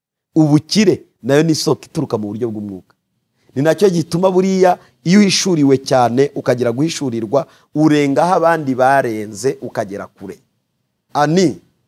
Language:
Kinyarwanda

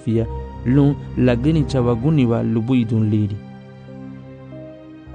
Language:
Garifuna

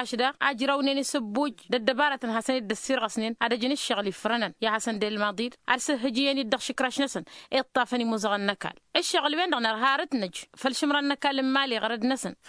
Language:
Tamasheq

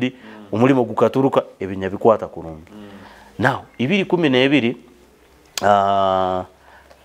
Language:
Nyoro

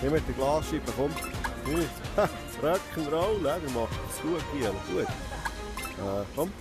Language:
Swiss German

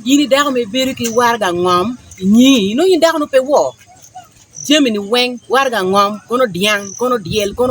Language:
Acoli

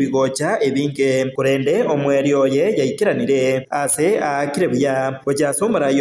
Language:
Gusii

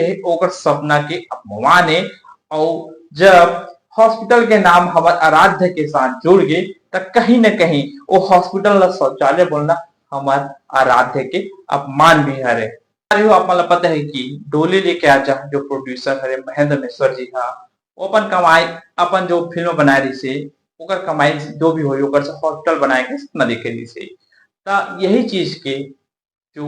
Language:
Chhattisgarhi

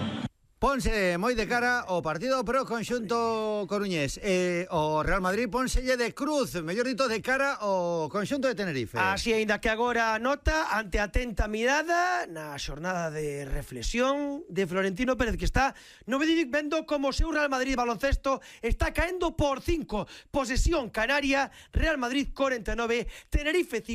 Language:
Galician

